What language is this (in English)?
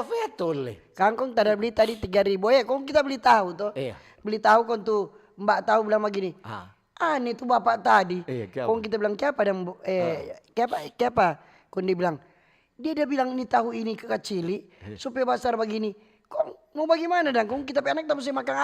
Manado Malay